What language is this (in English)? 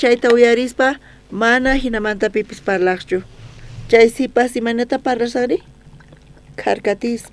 South Bolivian Quechua